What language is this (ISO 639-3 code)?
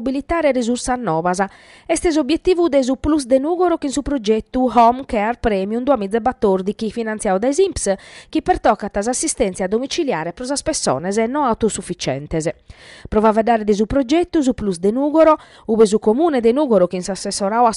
srd